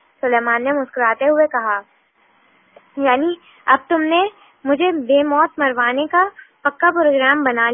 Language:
Urdu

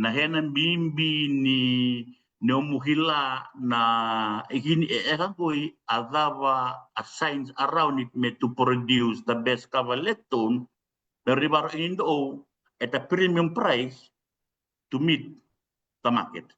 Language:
Fijian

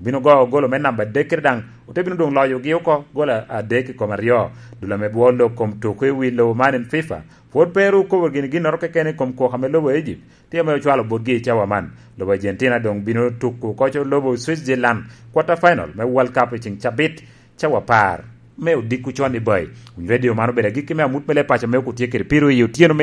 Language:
Lango (Uganda)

